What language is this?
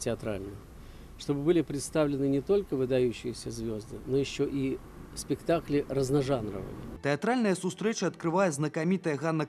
Belarusian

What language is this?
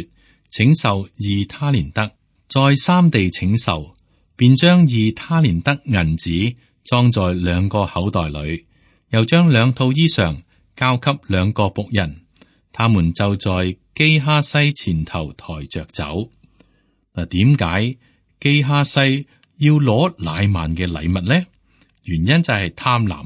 Cantonese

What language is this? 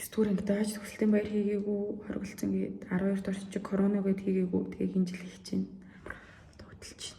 Mongolian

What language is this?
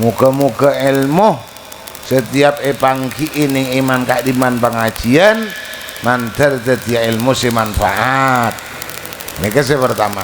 Madurese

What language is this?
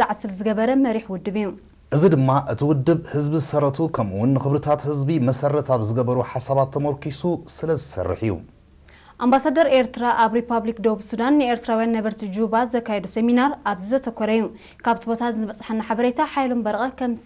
Tigrinya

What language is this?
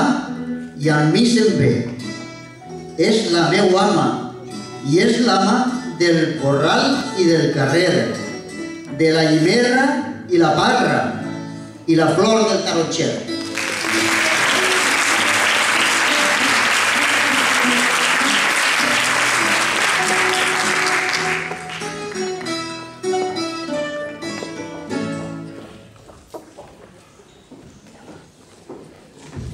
Catalan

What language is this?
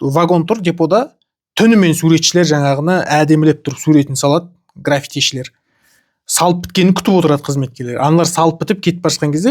Kazakh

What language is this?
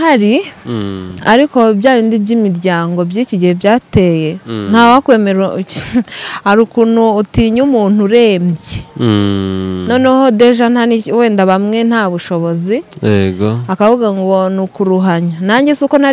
Kinyarwanda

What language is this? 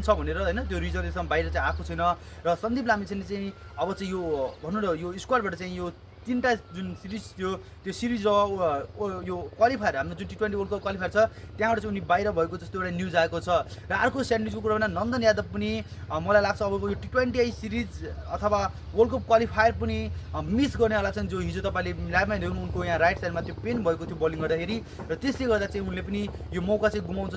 Nepali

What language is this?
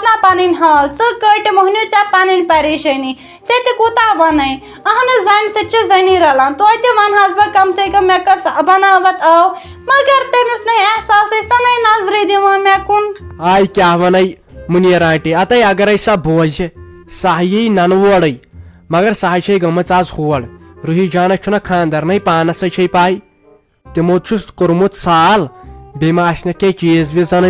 Kashmiri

